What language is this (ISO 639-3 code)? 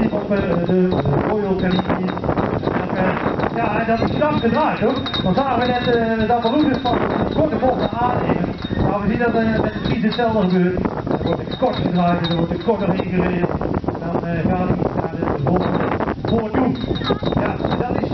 nld